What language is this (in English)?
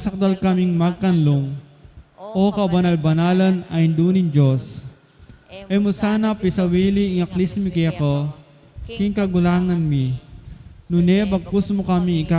Pampanga